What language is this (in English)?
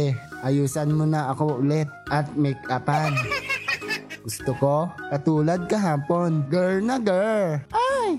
Filipino